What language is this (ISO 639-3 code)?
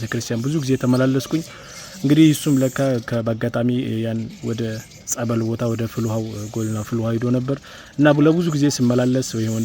amh